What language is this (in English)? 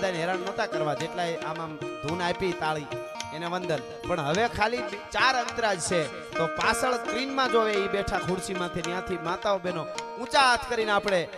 Gujarati